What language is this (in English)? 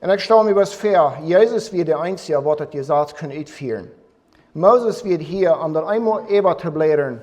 Plautdietsch